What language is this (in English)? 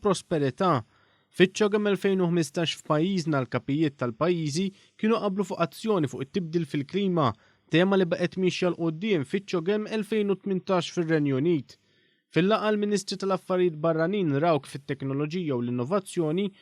Maltese